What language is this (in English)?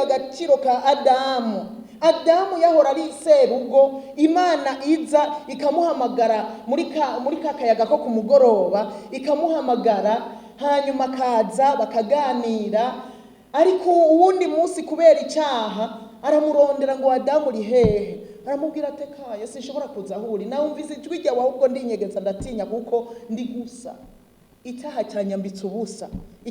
Rundi